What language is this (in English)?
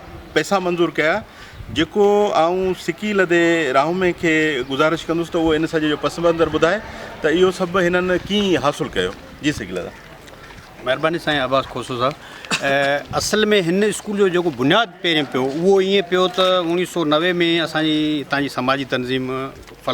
Sindhi